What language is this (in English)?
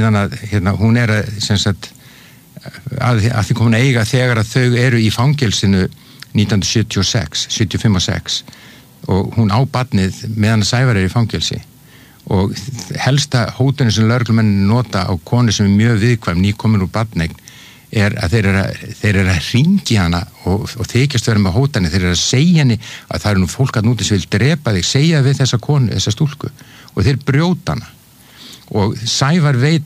Icelandic